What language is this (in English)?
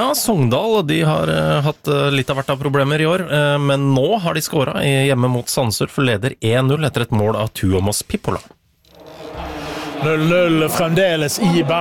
Norwegian